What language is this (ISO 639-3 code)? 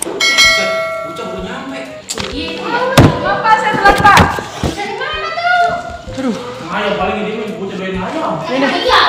bew